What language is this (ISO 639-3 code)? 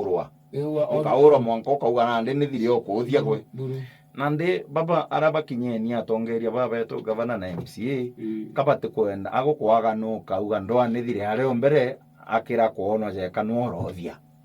mer